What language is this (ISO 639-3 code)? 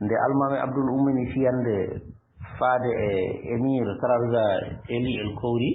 ful